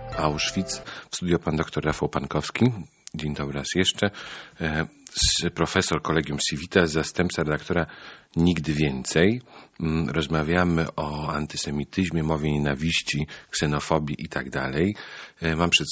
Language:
Polish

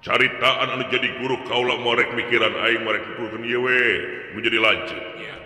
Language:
Sundanese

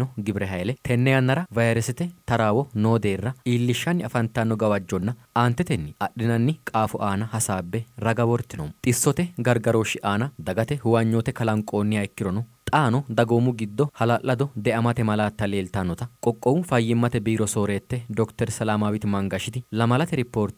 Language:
Sidamo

